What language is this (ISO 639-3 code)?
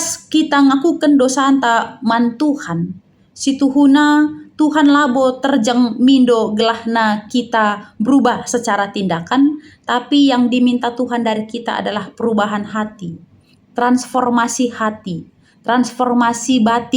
btx